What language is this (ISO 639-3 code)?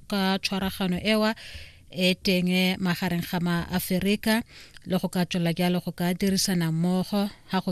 tsn